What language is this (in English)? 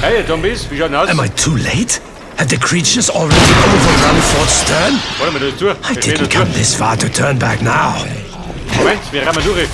Bavarian